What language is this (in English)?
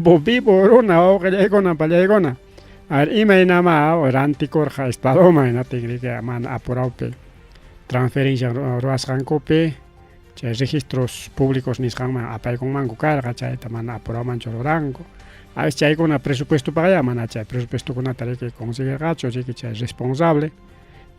Ayacucho Quechua